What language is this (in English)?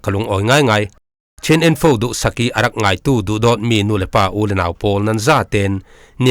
Falam Chin